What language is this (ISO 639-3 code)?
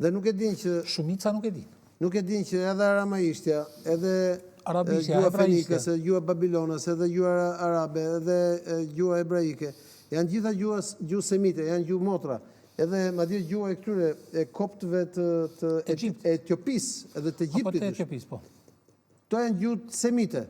sqi